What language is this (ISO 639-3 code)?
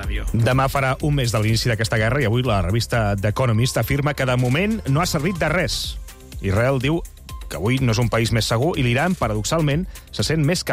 cat